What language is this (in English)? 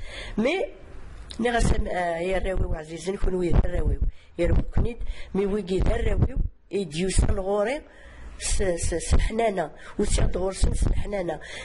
Kabyle